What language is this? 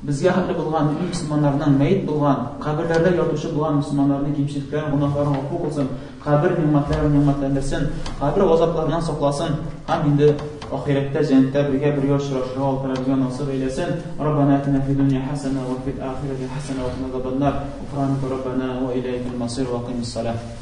Tatar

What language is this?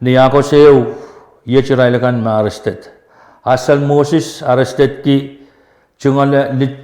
Pohnpeian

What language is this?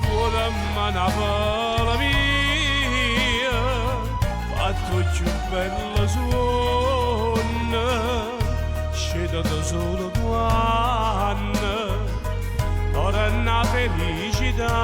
Neapolitan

